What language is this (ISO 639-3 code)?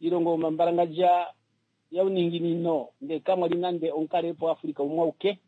kua